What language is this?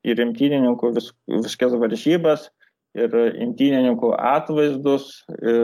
Lithuanian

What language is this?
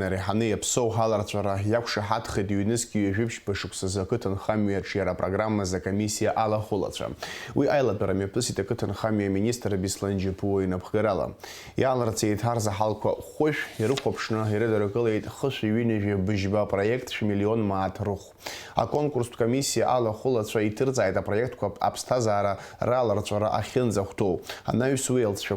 Abkhazian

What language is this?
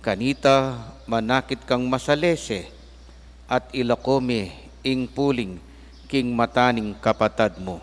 Pampanga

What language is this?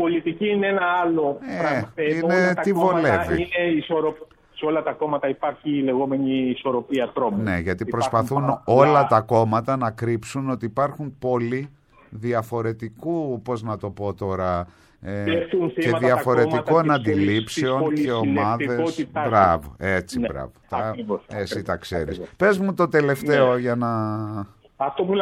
Greek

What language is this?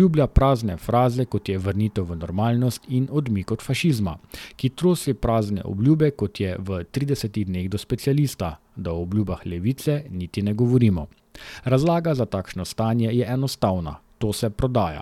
Slovenian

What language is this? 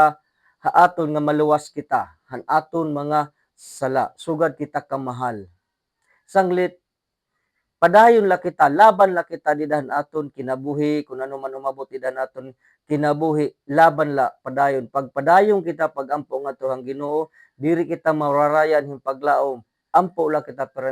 Waray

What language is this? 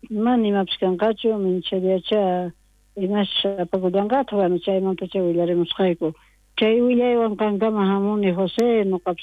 South Bolivian Quechua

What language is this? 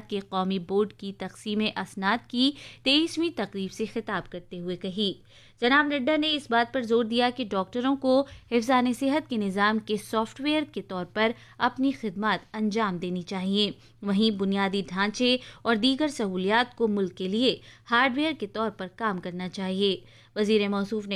Urdu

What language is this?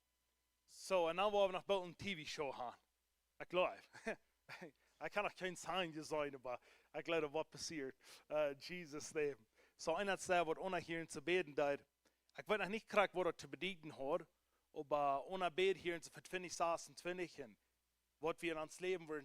Plautdietsch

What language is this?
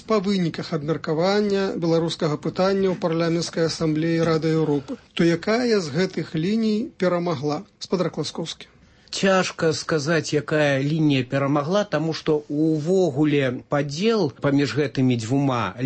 Belarusian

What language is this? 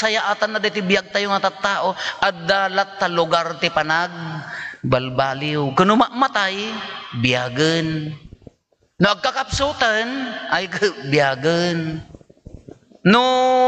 Iloko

